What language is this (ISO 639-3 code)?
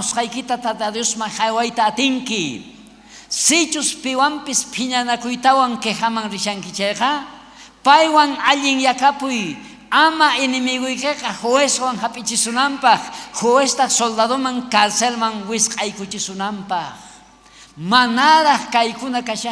quh